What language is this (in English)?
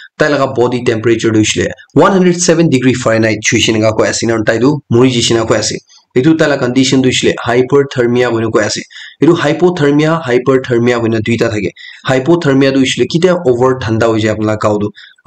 Naga Pidgin